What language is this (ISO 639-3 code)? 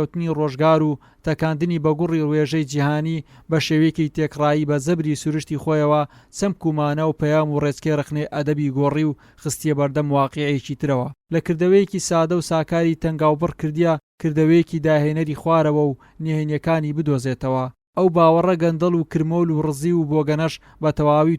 ckb